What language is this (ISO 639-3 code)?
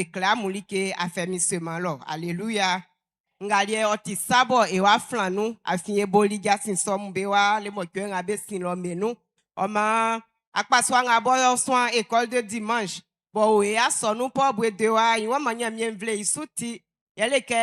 bci